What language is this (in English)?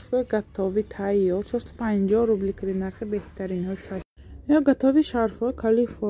Tajik